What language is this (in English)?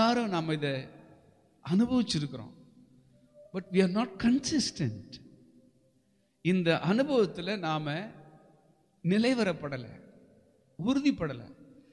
Tamil